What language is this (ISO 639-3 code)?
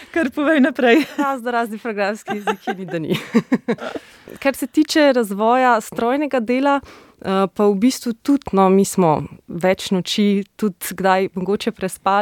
slv